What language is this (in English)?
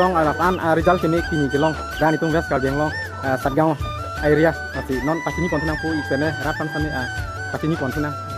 Karbi